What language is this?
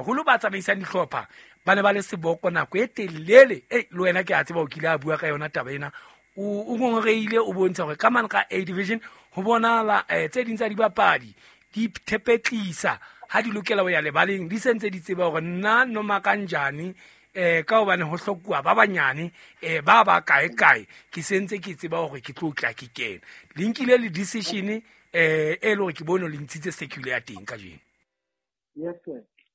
Southern Sotho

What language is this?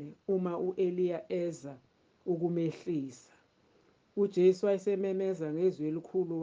Zulu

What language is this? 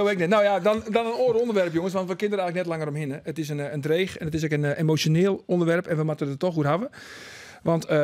Western Frisian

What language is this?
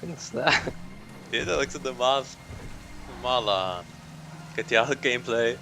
Faroese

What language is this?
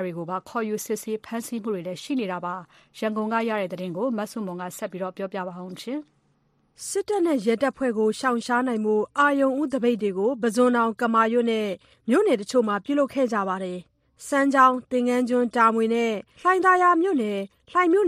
Burmese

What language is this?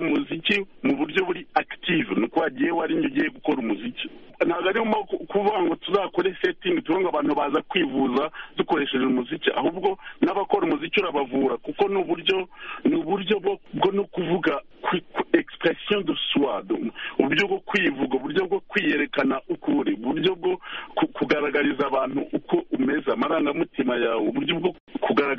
Kinyarwanda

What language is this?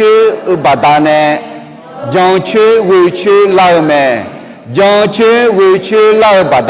Akha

